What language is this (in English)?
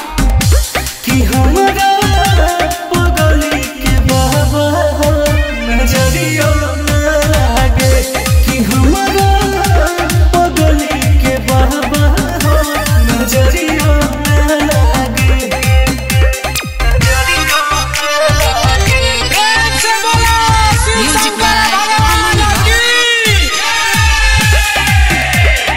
Bhojpuri